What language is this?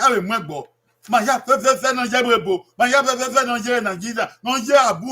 Bini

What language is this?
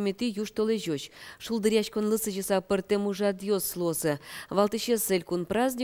Udmurt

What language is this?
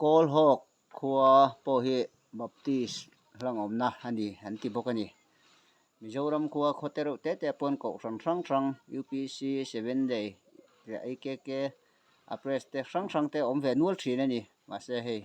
Mizo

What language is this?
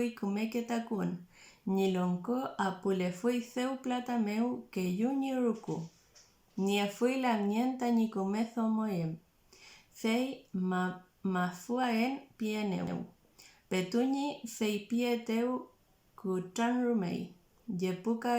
Mapuche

